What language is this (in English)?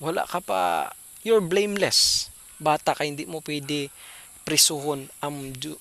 Hiligaynon